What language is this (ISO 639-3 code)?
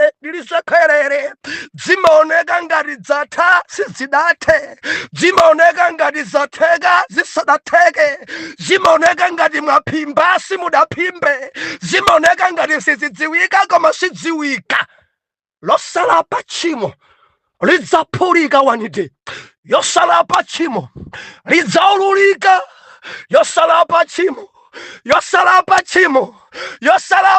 nya